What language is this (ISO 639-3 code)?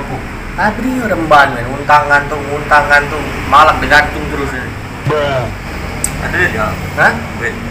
mui